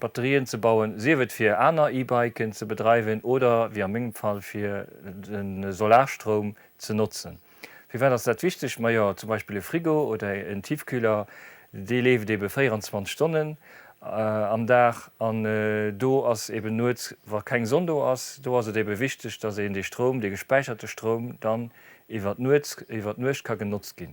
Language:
Luxembourgish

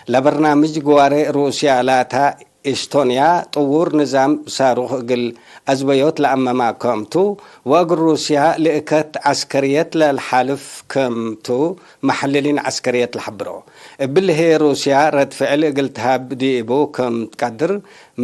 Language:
Tigre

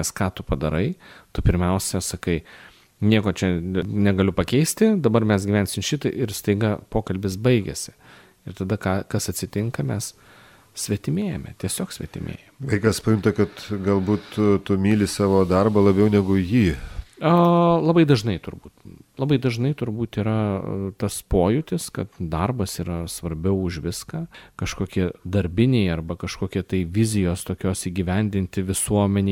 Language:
Lithuanian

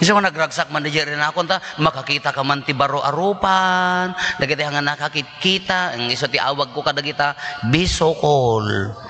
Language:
Iloko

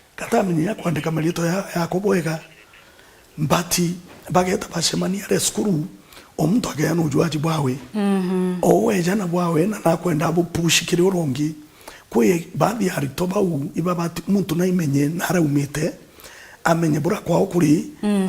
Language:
Meru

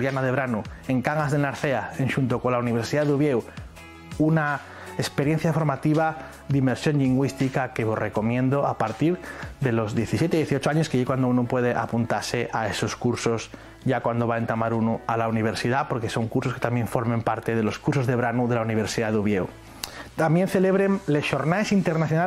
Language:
Asturian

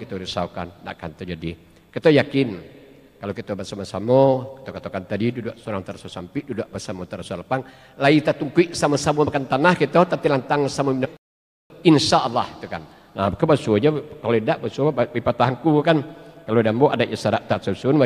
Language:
Minangkabau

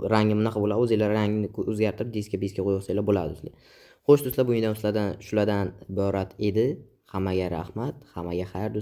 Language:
Uzbek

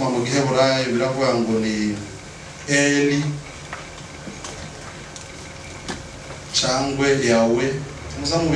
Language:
Kinyarwanda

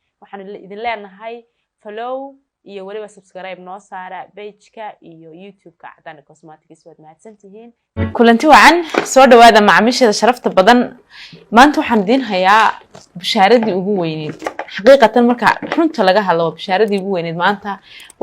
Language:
Somali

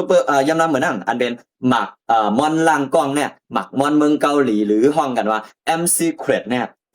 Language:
Shan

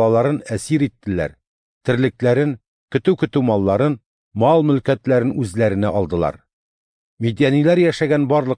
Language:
Tatar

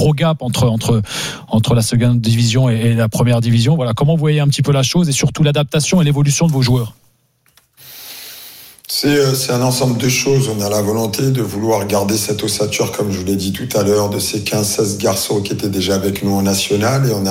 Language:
French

